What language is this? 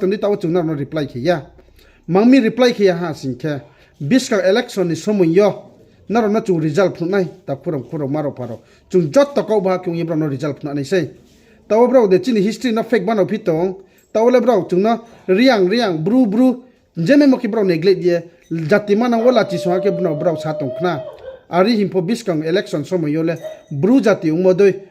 Riang (India)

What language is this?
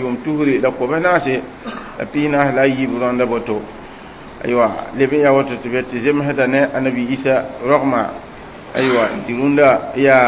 Mossi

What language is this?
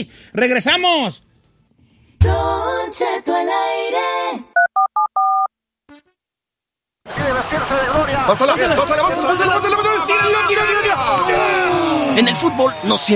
Spanish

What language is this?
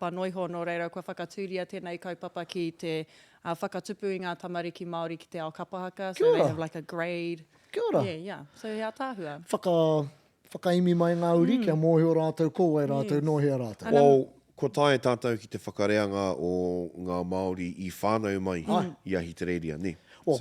Māori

